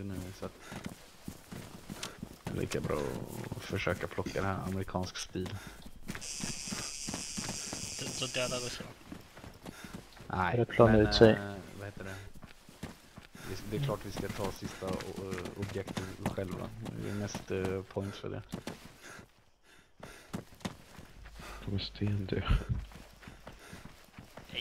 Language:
Swedish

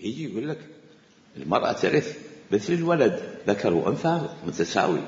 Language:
Mesopotamian Arabic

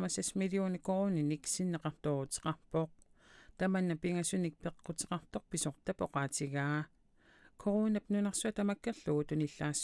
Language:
Kalaallisut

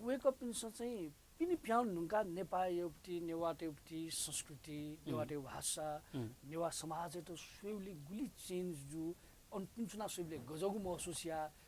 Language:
Newari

